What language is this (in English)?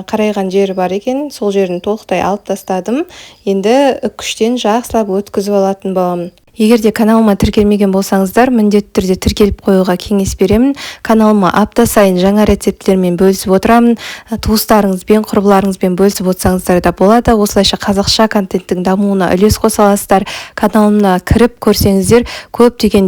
Kazakh